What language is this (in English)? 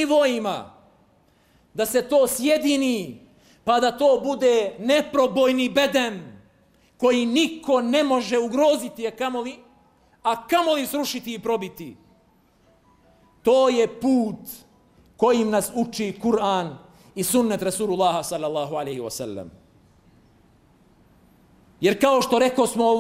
Bosnian